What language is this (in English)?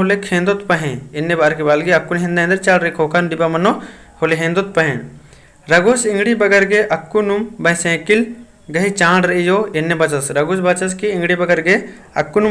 Kurukh